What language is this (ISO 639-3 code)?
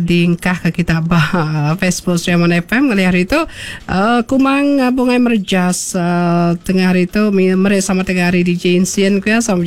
iba